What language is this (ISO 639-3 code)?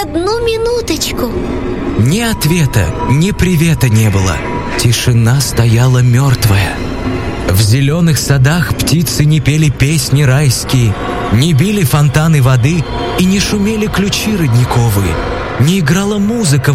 rus